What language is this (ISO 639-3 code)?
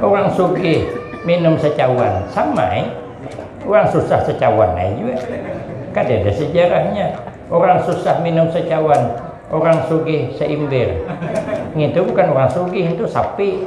bjn